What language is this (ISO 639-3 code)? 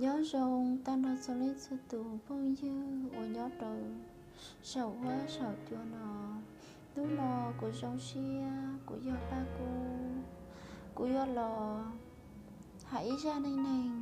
hmn